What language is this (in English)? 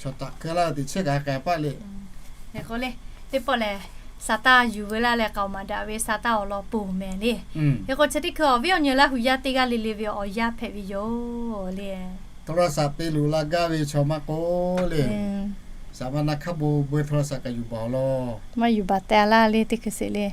Lahu